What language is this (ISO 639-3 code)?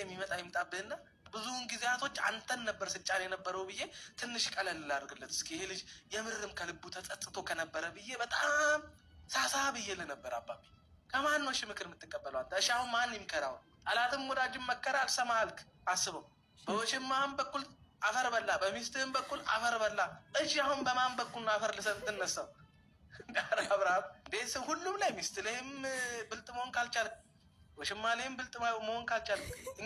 amh